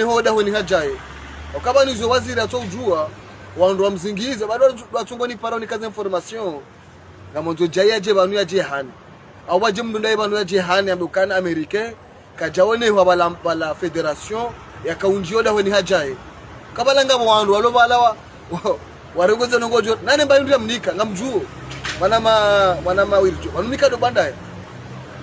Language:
Ngazidja Comorian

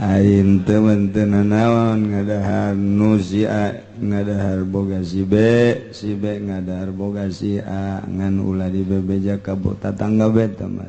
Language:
Sundanese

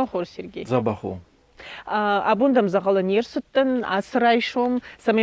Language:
Ossetic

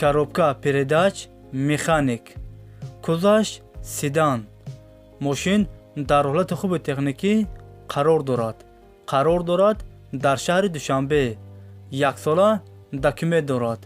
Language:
Tajik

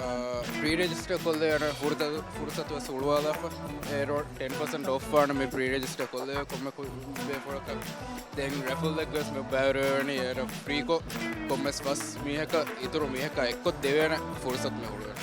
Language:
Divehi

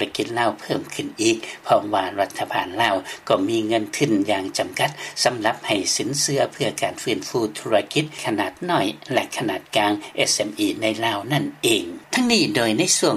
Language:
Lao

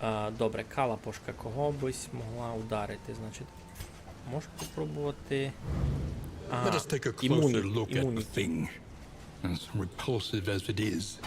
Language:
Rusyn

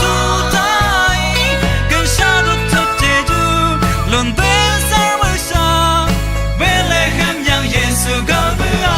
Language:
Rawang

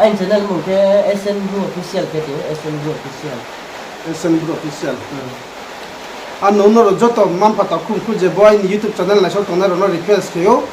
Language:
Riang (India)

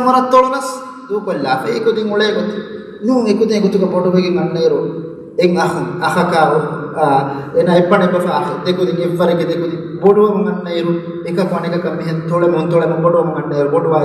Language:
Divehi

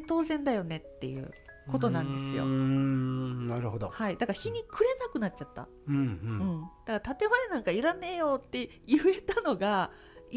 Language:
Japanese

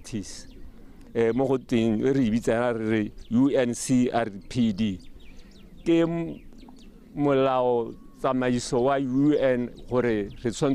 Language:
Tswana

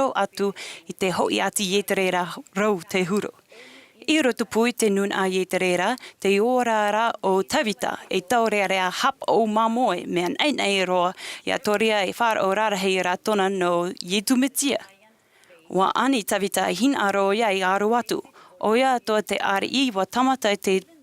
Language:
Tahitian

